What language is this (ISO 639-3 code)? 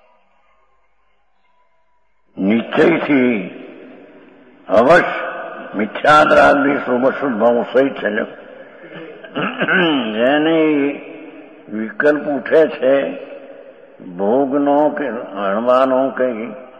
guj